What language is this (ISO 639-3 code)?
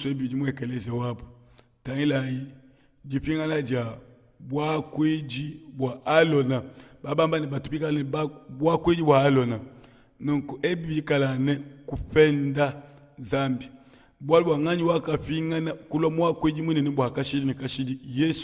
lua